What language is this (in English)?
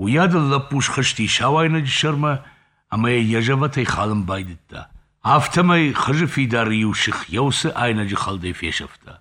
Ossetic